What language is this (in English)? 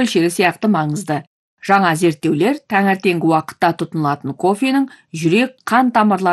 Kazakh